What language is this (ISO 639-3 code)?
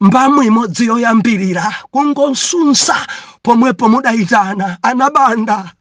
nya